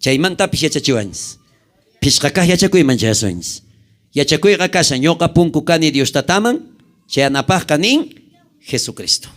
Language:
South Bolivian Quechua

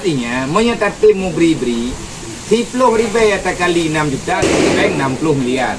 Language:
Achinese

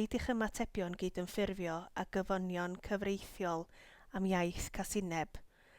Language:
Welsh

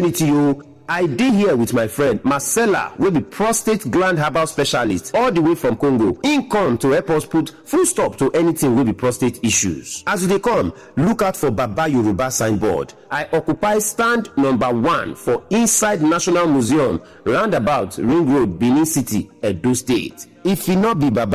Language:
Nigerian Pidgin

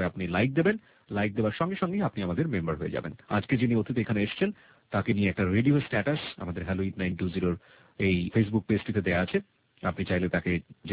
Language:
Bangla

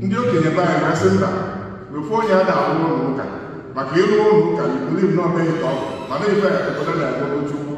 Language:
Igbo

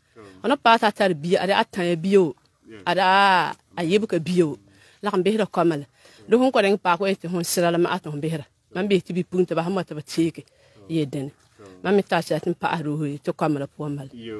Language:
Frafra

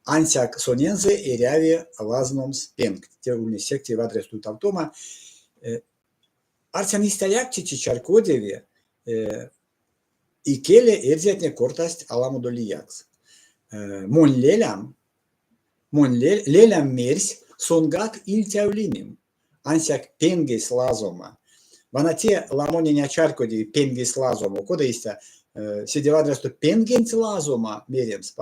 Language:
Erzya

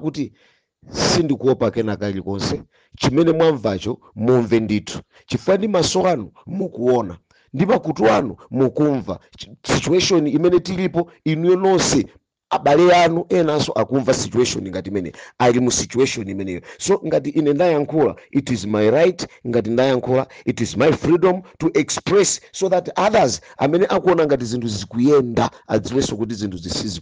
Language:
Nyanja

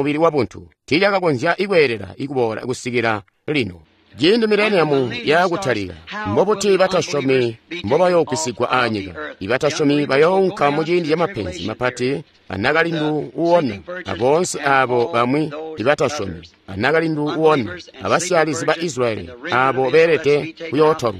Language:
Tonga (Zambia)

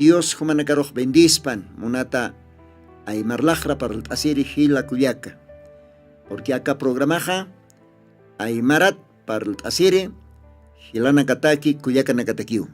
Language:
Aymara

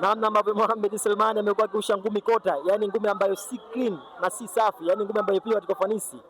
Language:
Swahili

